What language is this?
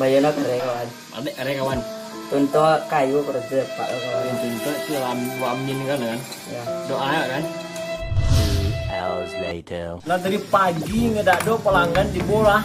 Minangkabau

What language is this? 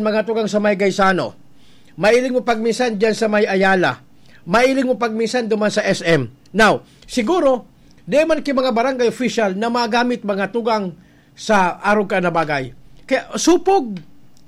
Bikol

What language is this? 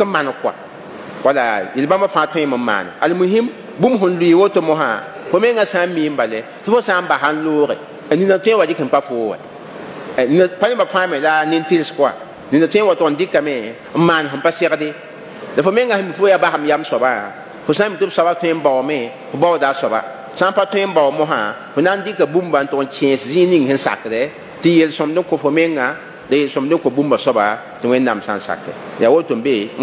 Mossi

